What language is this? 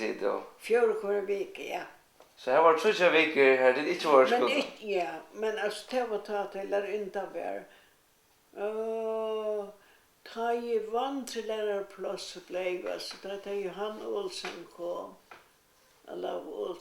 Faroese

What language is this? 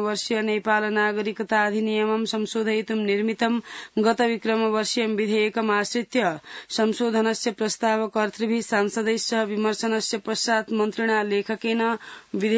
Sanskrit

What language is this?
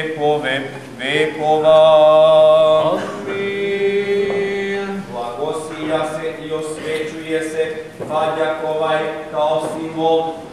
Serbian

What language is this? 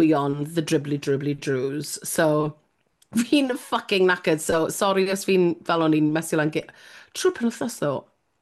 Welsh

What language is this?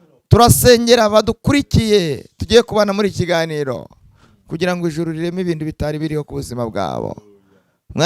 Kinyarwanda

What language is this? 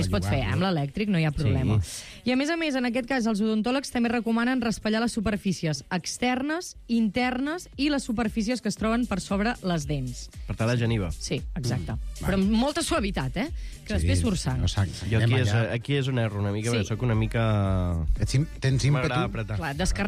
Catalan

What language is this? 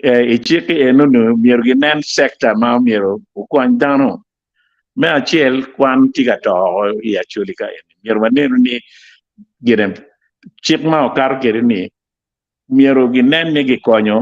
Acoli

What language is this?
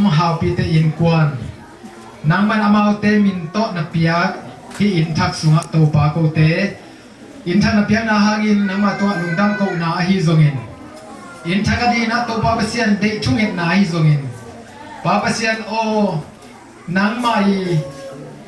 Tedim Chin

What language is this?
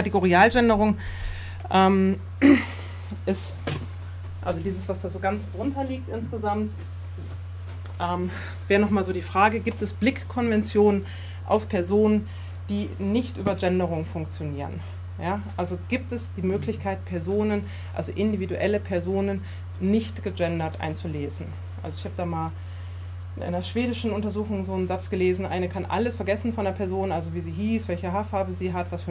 German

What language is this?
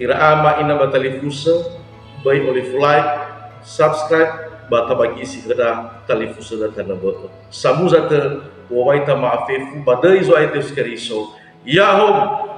Nias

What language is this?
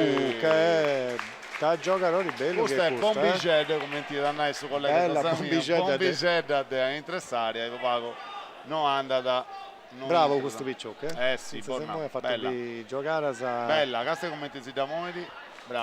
Sardinian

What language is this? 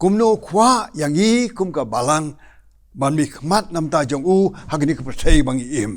Khasi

